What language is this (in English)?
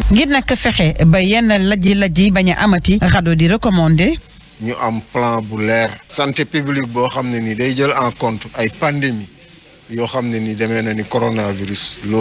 Wolof